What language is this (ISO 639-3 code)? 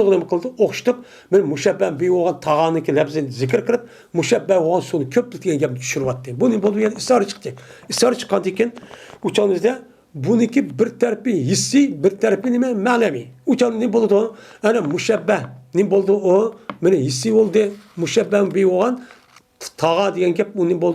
uig